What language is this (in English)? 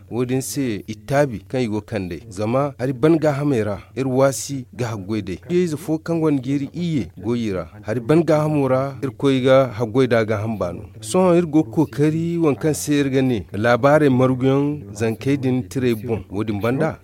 Zarma